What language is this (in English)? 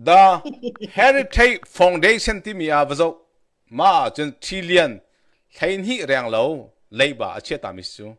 Hakha Chin